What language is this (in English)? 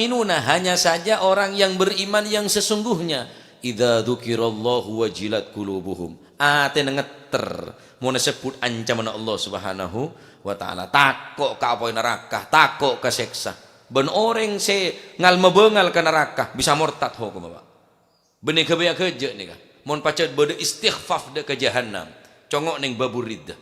Madurese